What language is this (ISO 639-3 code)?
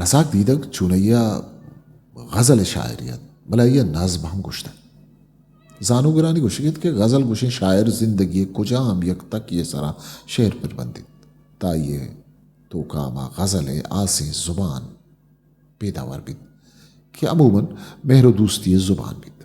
bgp